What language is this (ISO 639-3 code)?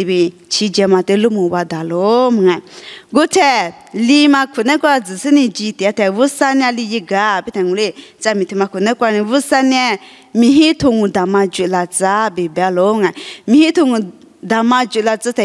lis